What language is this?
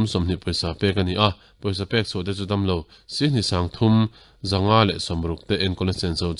Mizo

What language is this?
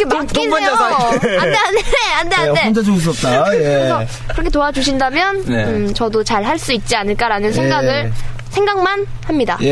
Korean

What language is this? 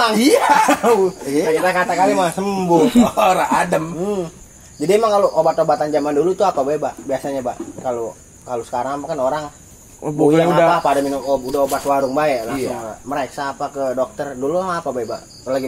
Betawi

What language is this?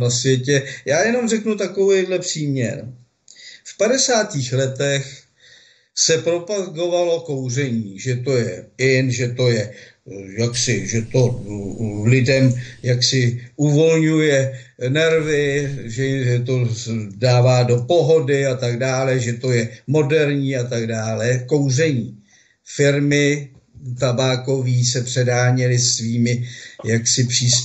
Czech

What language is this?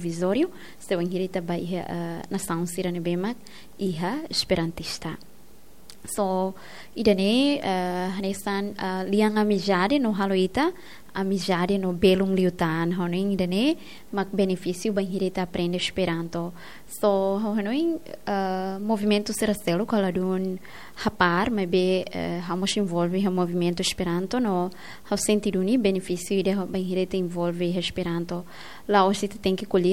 Tetum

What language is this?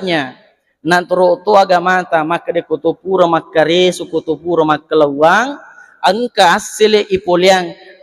Buginese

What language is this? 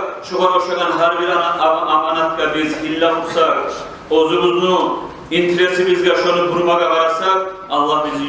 Kumyk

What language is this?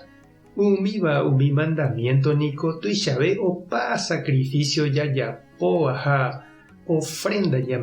Guarani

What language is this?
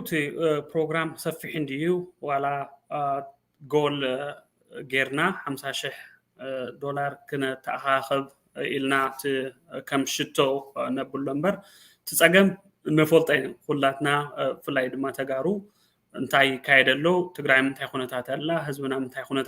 Tigrinya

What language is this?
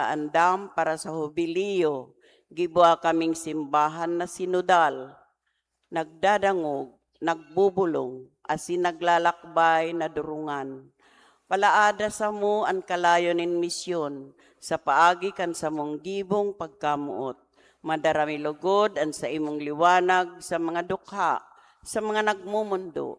Bikol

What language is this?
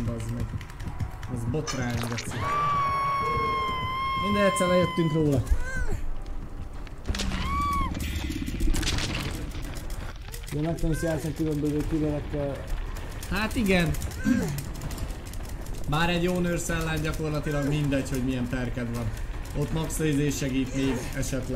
Hungarian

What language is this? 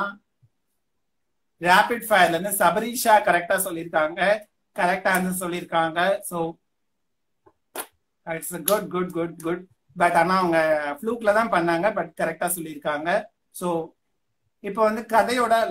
Tamil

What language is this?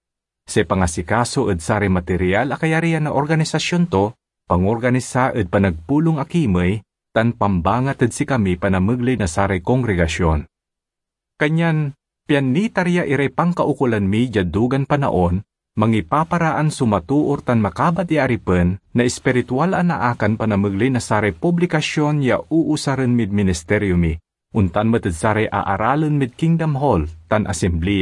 Pangasinan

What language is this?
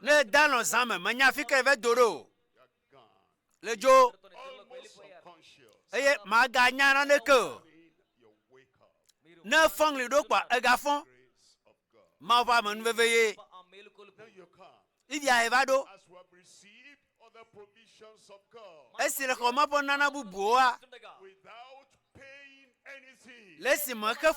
Ewe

